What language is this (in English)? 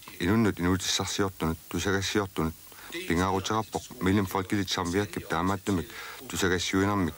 Kalaallisut